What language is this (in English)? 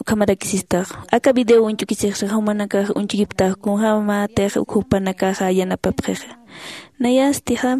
Aymara